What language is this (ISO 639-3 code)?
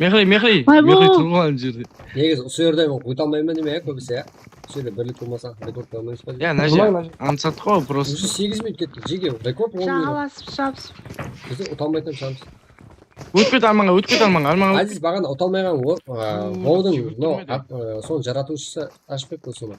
kaa